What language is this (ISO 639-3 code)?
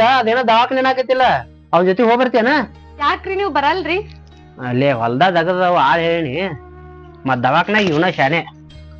kan